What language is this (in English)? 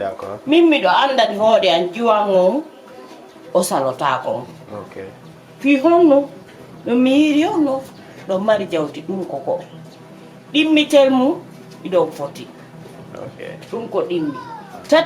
Fula